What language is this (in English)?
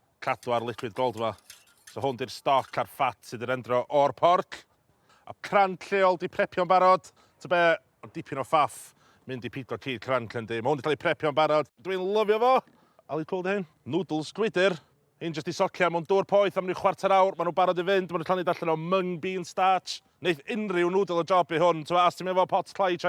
Welsh